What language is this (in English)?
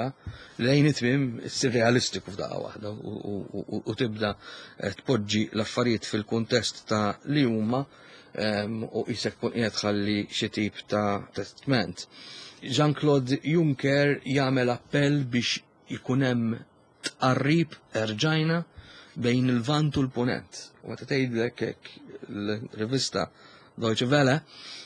Maltese